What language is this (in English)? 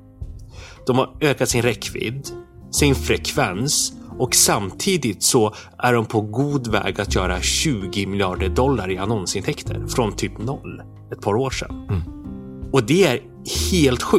Swedish